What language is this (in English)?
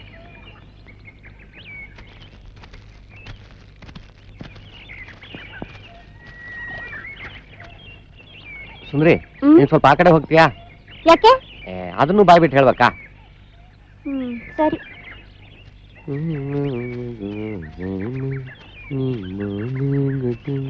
Kannada